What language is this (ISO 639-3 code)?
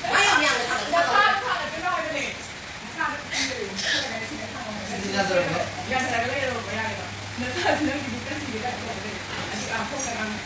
mni